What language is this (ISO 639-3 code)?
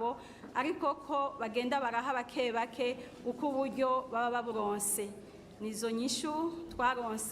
run